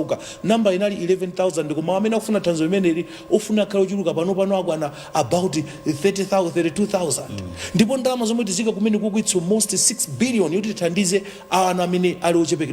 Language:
Nyanja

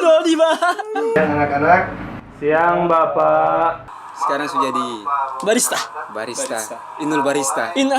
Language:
Manado Malay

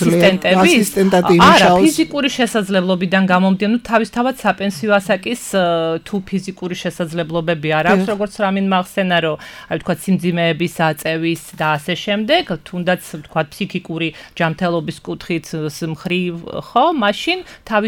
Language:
Georgian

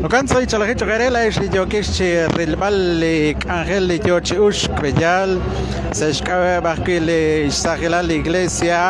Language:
Kekchí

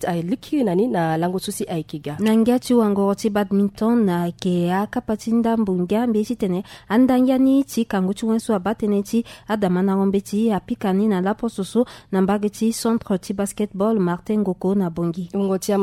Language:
Sango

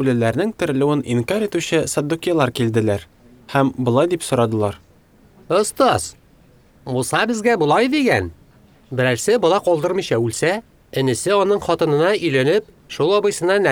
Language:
Tatar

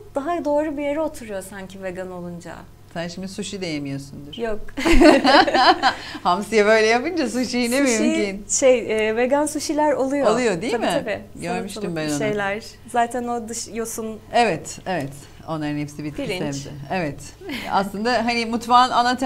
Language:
Turkish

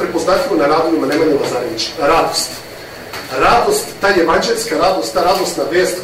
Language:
Serbian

